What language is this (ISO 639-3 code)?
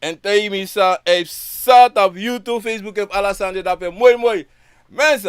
srn